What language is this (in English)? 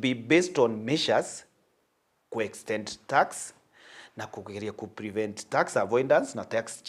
Meru